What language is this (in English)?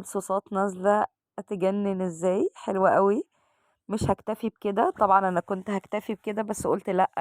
Egyptian Arabic